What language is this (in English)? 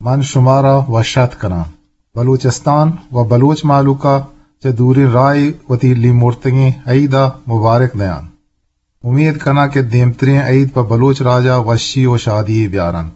Eastern Balochi